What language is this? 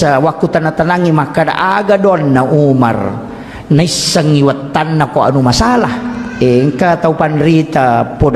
Buginese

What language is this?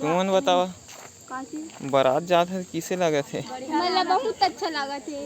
Chhattisgarhi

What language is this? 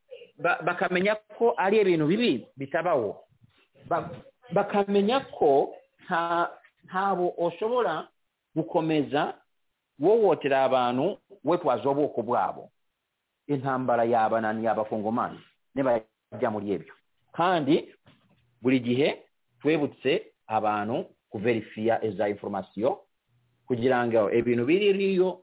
Kinyarwanda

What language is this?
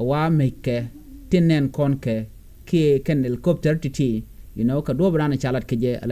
Nuer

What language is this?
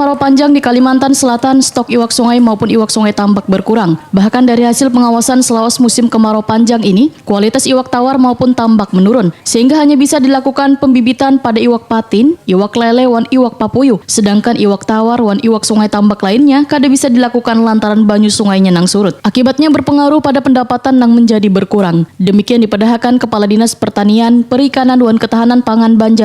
Banjar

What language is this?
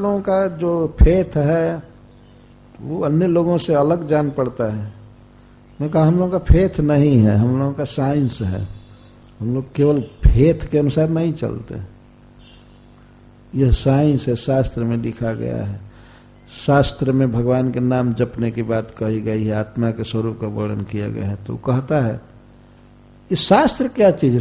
Hindi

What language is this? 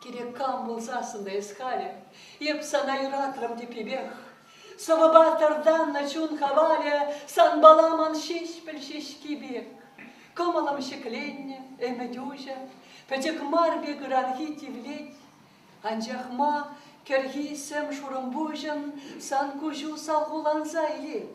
Chuvash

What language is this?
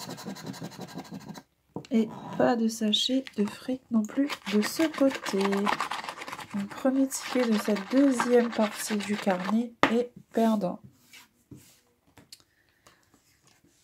French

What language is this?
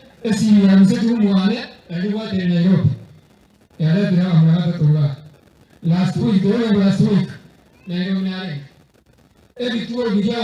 Gusii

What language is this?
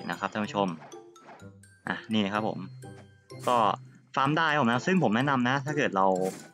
Thai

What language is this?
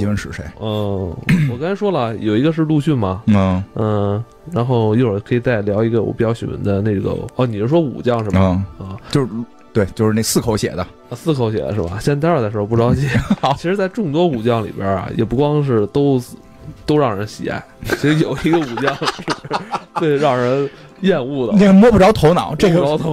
Chinese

